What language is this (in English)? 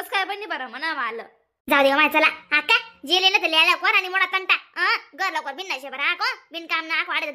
Khandesi